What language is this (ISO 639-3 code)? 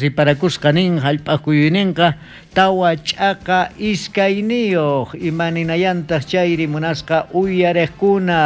quh